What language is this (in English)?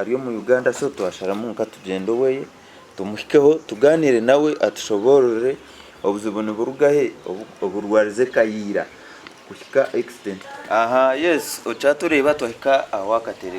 Nyankole